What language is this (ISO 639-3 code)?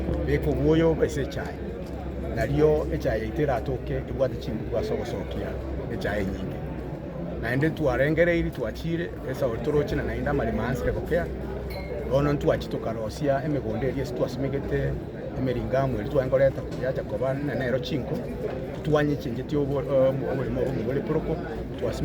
guz